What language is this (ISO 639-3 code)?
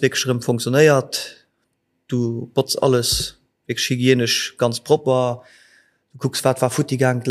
ltz